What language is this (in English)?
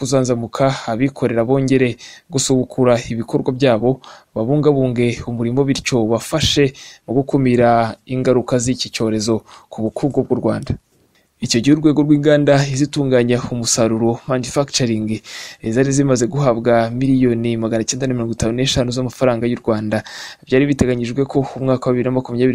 Kinyarwanda